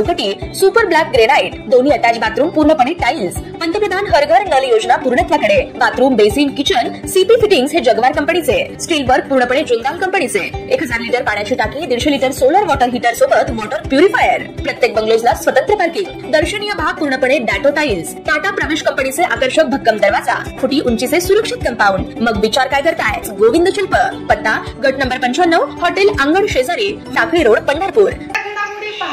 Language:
Marathi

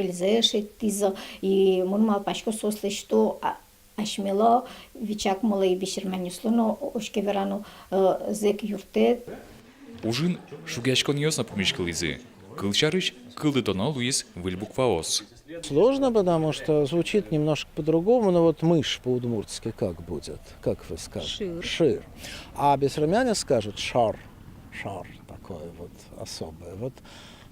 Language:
Udmurt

